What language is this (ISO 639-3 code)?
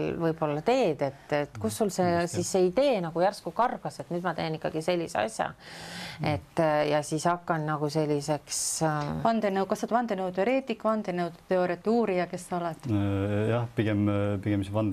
est